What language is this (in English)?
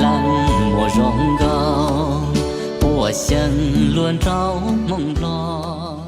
Hmong